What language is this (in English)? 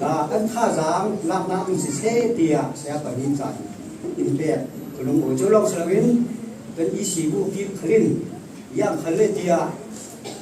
Falam Chin